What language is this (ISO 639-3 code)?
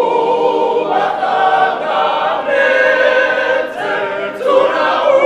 ven